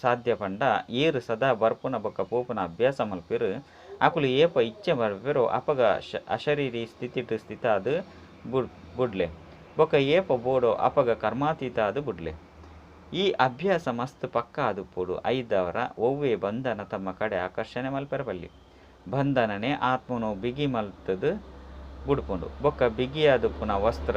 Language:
Tulu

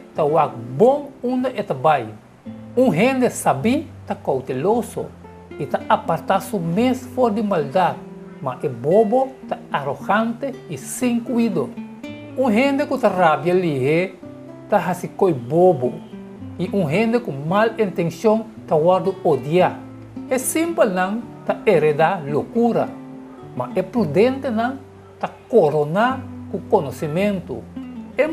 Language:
Papiamento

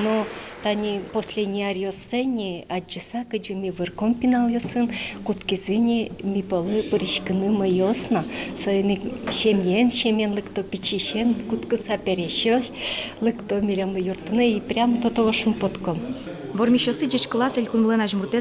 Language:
Udmurt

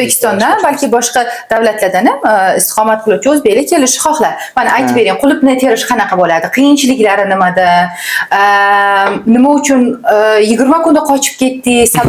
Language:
Uzbek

